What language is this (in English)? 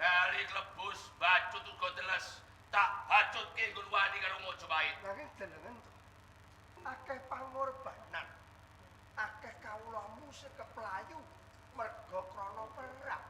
Javanese